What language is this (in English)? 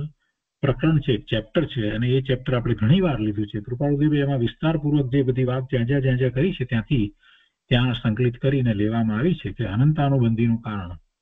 Gujarati